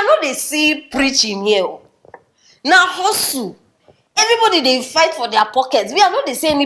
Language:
Nigerian Pidgin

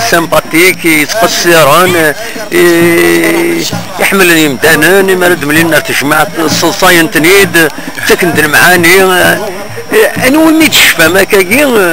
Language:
Kabyle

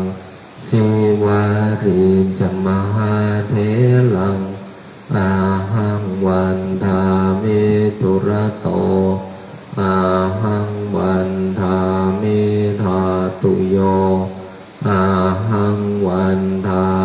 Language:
Pali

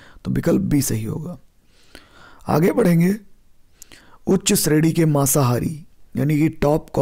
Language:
Hindi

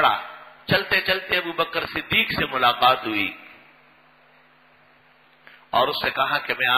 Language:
Urdu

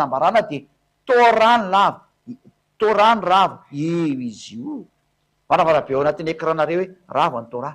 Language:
Malagasy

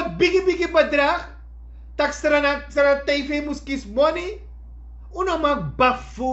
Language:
Sranan Tongo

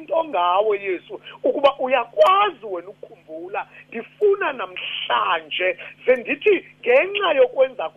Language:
Xhosa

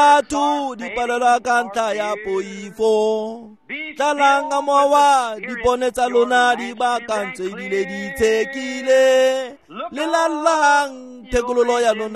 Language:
Tswana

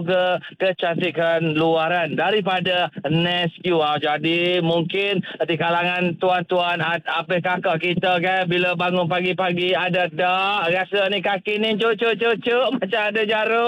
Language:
Malay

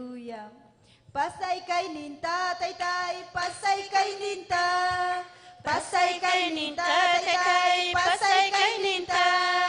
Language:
Ayacucho Quechua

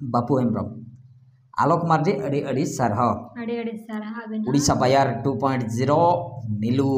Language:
Santali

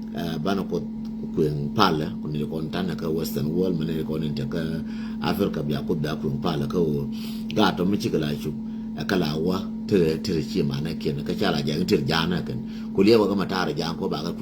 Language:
Nuer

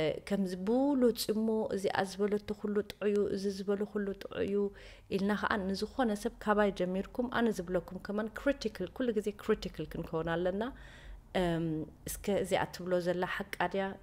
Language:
Tigrinya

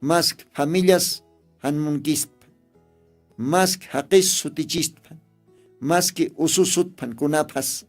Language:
Aymara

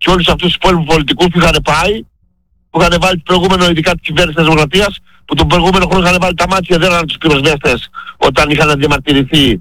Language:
Greek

